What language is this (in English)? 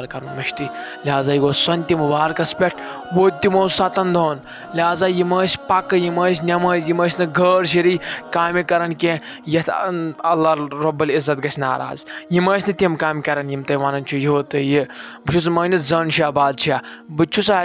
Kashmiri